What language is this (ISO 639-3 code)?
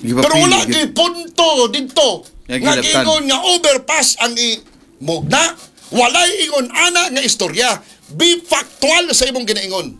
ceb